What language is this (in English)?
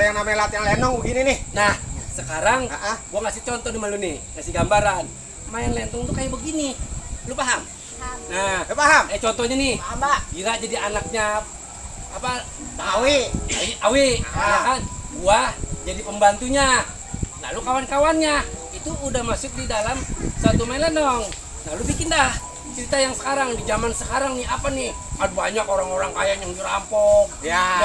Betawi